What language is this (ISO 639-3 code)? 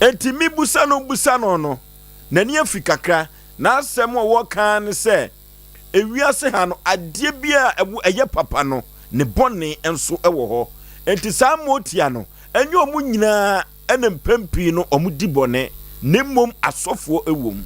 aka